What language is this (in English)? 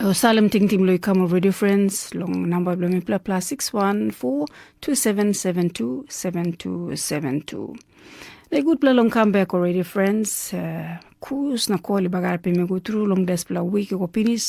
Tok Pisin